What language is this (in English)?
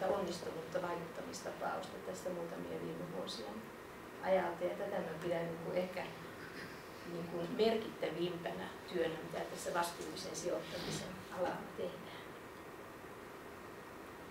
Finnish